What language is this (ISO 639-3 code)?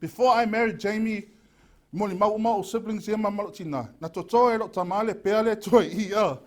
smo